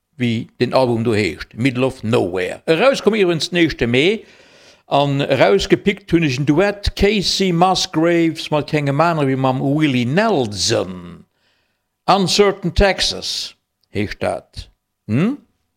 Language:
Luxembourgish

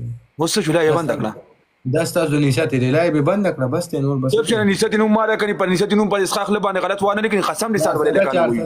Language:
Pashto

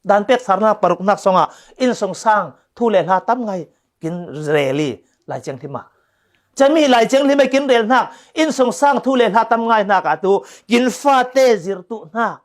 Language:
Falam Chin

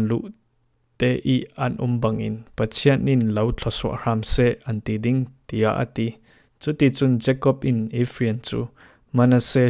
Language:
Falam Chin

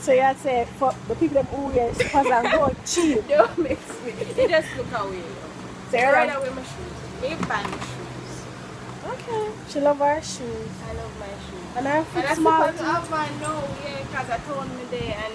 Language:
Jamaican Creole English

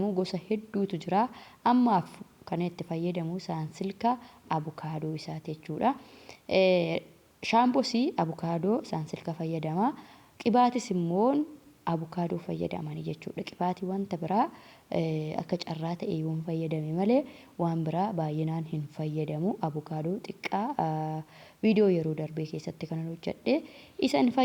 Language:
Oromo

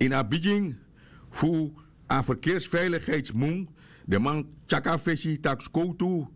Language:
Sranan Tongo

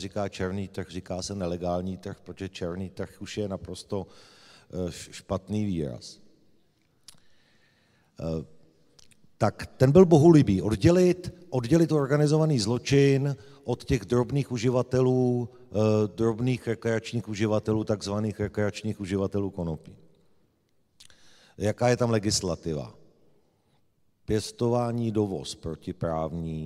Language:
Czech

